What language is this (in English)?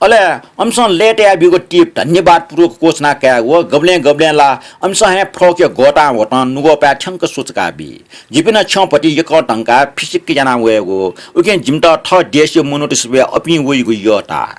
Newari